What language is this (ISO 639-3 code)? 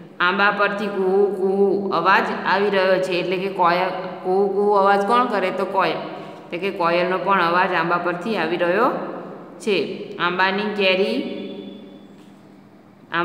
guj